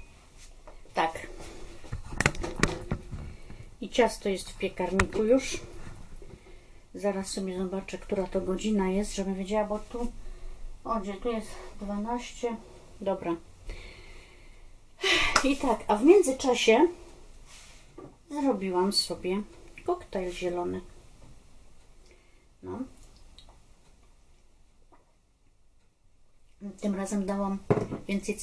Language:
Polish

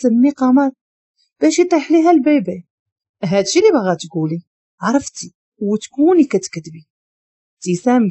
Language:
Moroccan Arabic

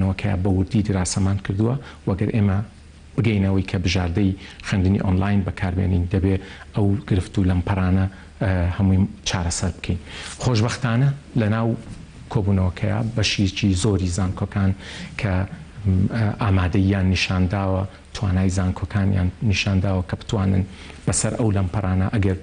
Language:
Central Kurdish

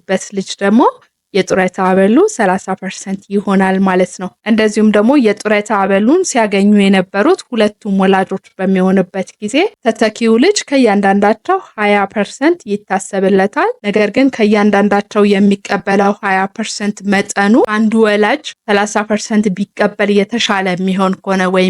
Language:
Amharic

